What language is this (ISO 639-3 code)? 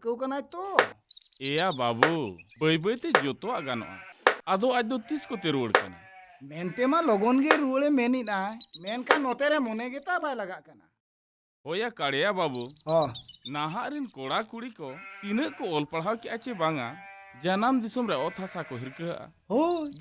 sat